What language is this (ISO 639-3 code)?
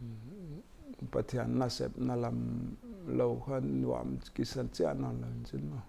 pck